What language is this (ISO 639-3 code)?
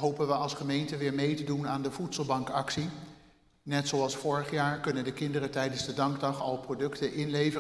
nld